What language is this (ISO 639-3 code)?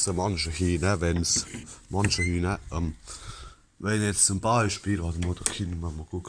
pfl